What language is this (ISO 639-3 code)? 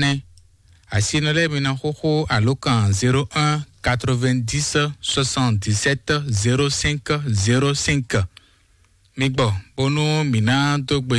fon